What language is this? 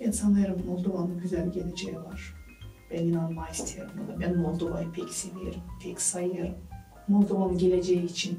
Gagauz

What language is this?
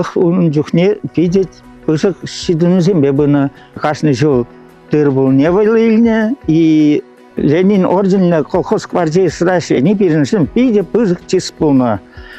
Chuvash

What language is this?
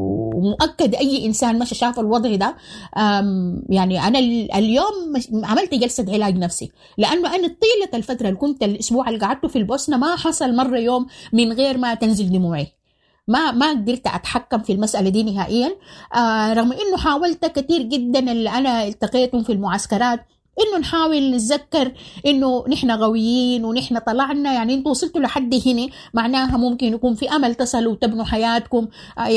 Sudanese Arabic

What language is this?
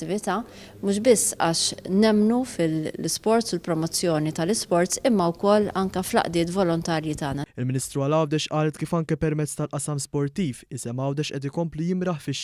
Maltese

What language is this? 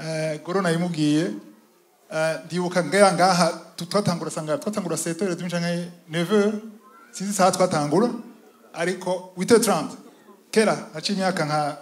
Rundi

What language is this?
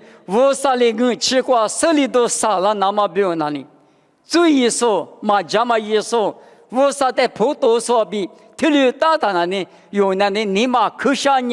Lisu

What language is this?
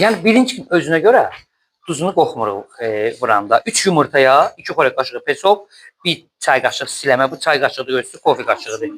Azerbaijani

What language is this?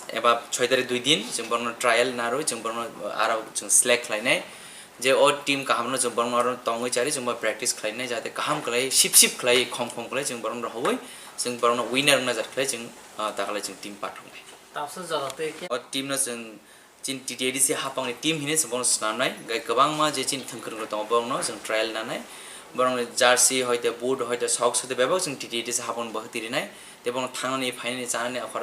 Kok Borok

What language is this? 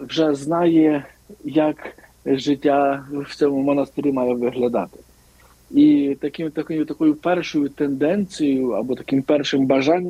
Ukrainian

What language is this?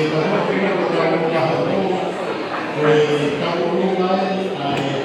Tongan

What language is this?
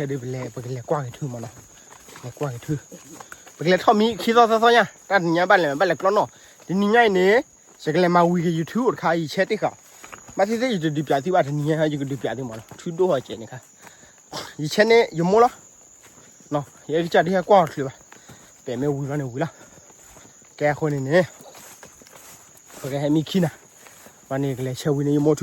S'gaw Karen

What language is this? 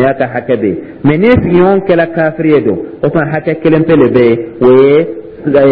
Dyula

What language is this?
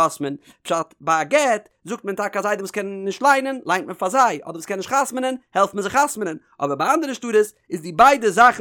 Yiddish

